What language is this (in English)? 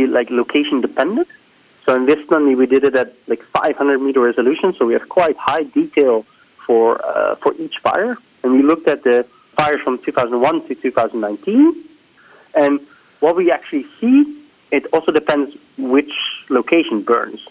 English